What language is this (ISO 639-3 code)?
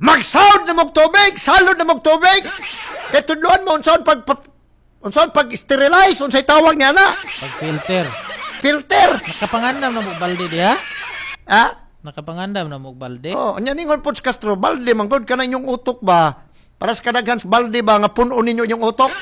ceb